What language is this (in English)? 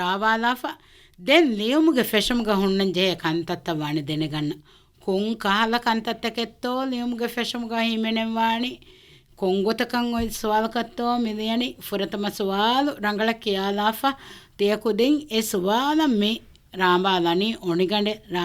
Divehi